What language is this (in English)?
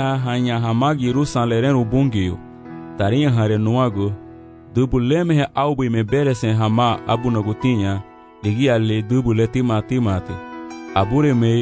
Garifuna